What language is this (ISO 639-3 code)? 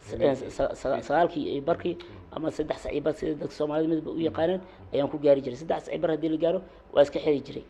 som